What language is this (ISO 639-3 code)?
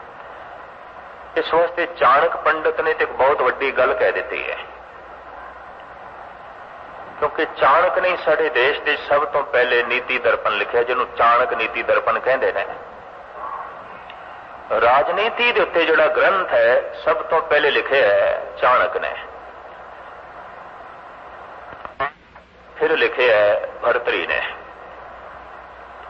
pan